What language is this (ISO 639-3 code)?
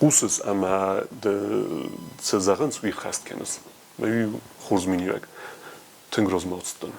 oss